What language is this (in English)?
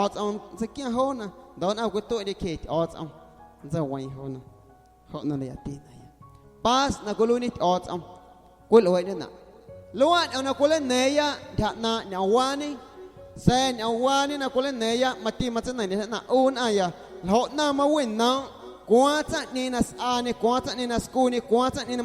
Guerrero Amuzgo